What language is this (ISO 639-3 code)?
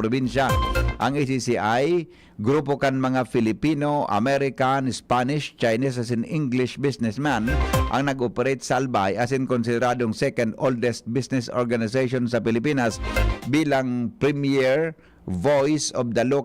bik